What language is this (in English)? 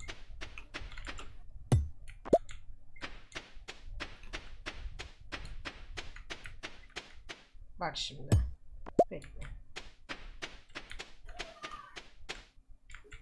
Turkish